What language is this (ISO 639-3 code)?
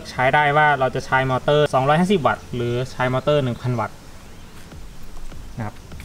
tha